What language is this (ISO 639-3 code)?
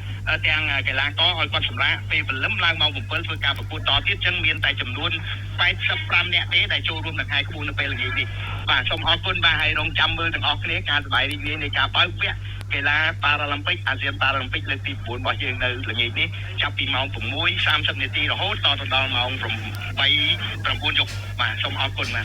khm